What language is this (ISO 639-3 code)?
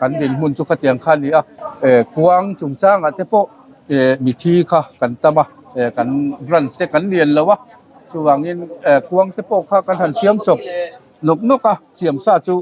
lus